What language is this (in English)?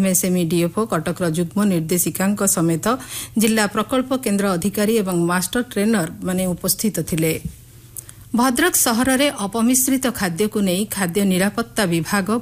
Odia